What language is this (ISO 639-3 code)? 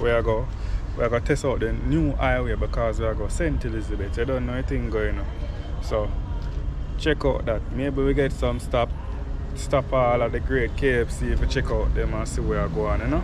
jam